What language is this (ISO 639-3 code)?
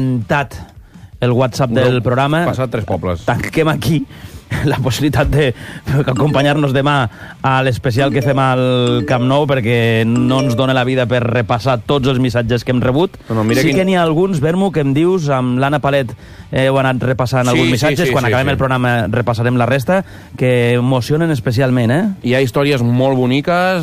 cat